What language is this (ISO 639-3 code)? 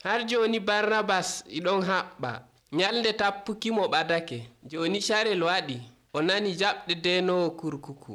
fuv